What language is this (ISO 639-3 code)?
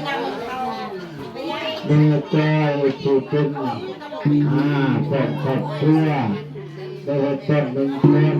lao